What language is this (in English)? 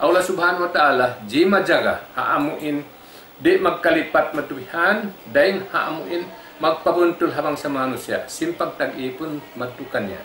Tausug